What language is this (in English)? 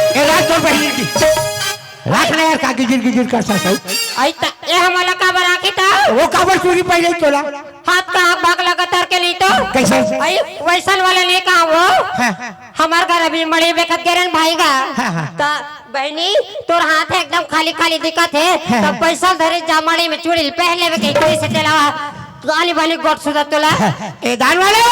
Chhattisgarhi